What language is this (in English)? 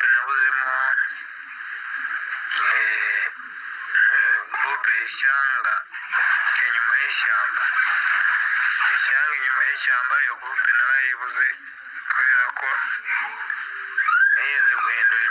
Kinyarwanda